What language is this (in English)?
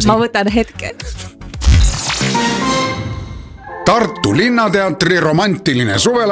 Estonian